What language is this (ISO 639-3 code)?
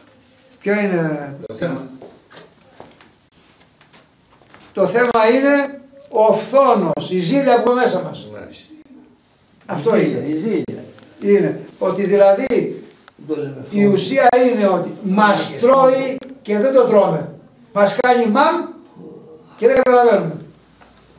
ell